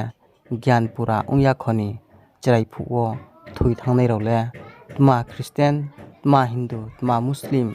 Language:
Riang (India)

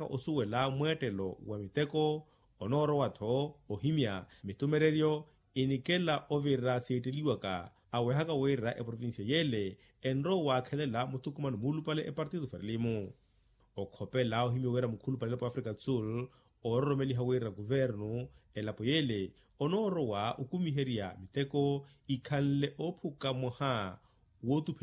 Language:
Makhuwa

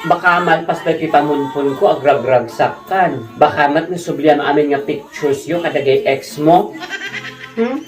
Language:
Iloko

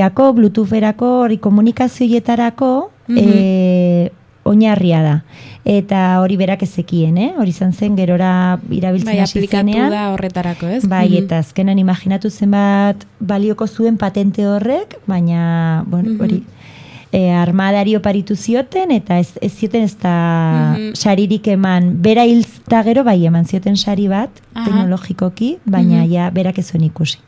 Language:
Basque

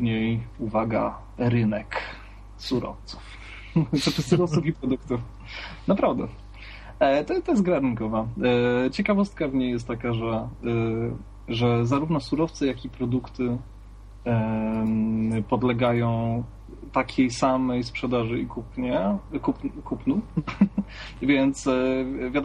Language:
Polish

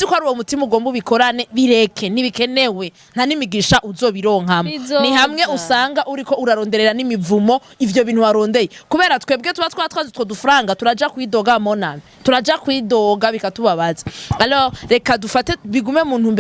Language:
Rundi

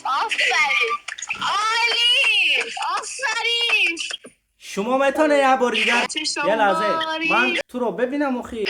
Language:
Tajik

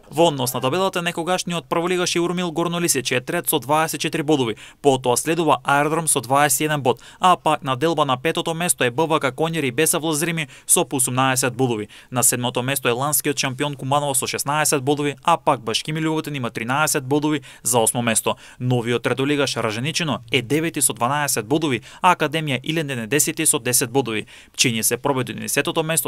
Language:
Macedonian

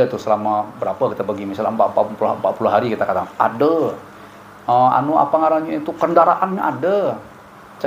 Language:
Banjar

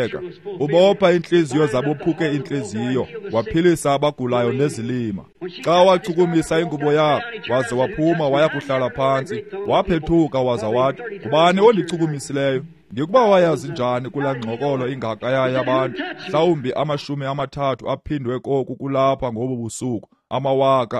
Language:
Xhosa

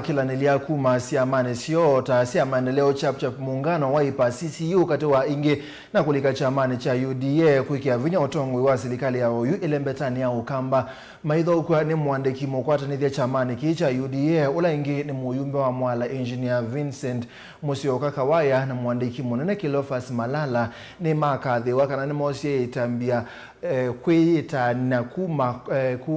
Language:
Kamba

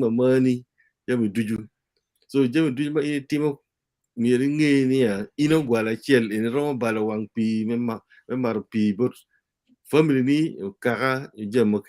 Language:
Acoli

